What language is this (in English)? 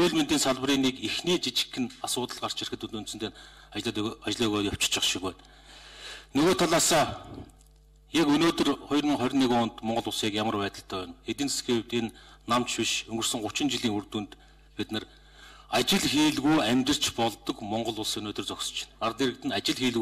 Mongolian